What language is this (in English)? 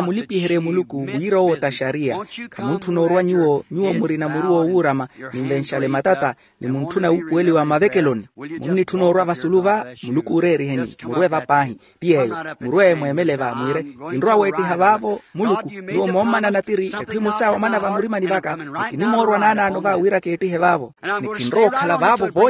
Makhuwa